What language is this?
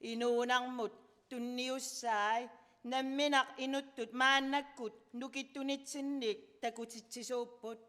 Kalaallisut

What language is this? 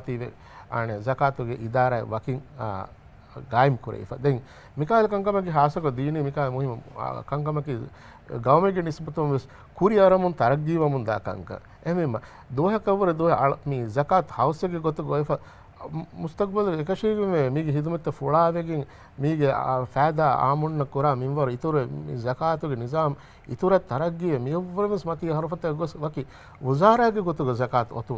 Divehi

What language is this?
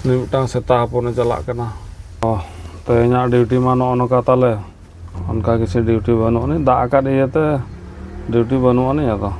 Santali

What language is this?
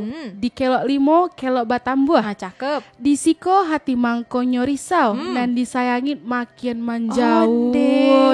Minangkabau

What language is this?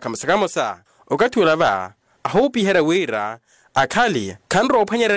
Makhuwa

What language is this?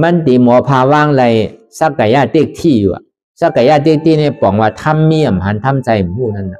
Shan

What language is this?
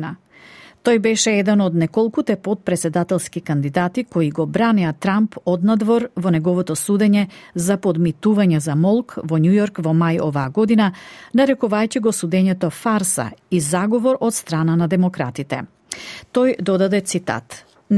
Macedonian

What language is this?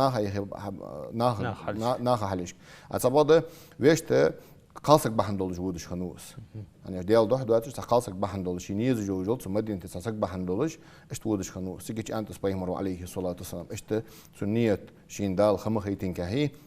Ingush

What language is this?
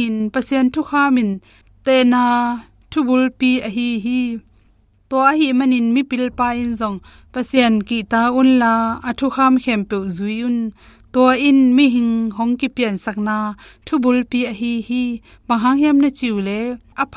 Tedim Chin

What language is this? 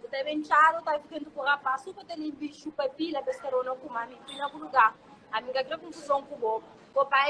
Kabuverdianu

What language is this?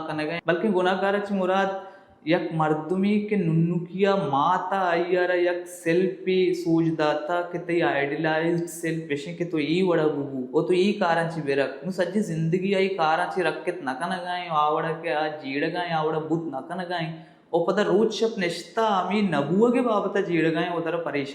Baluchi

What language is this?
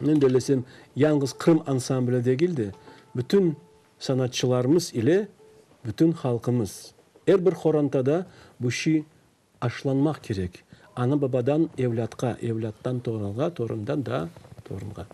Crimean Tatar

